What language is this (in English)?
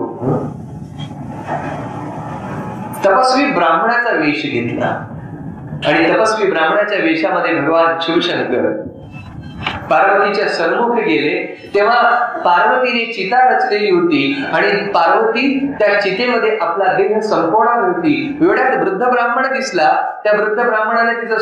Marathi